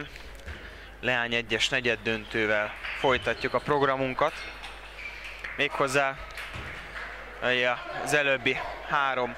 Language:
Hungarian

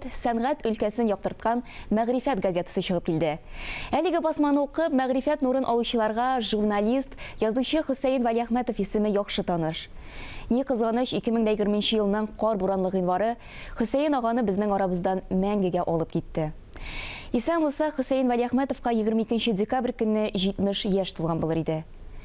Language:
Tatar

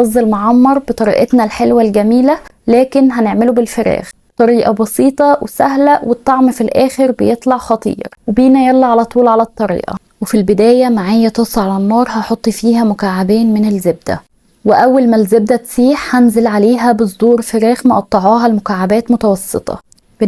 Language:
Egyptian Arabic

